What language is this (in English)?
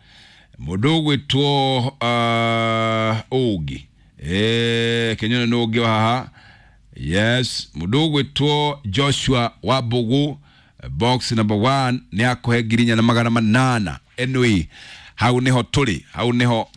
Kikuyu